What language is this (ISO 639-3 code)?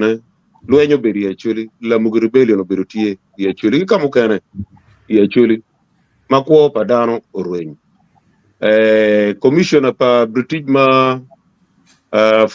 ach